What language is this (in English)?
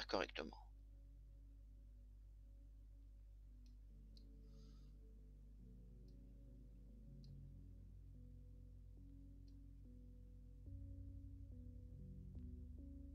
French